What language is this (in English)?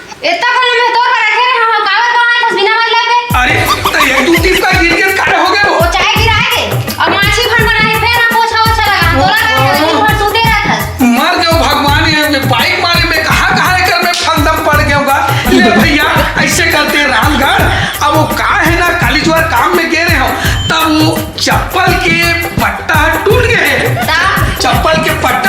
Chhattisgarhi